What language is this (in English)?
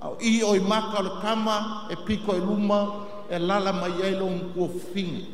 Samoan